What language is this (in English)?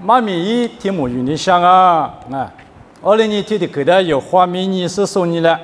Lisu